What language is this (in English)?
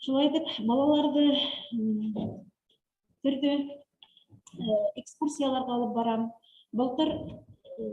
Bashkir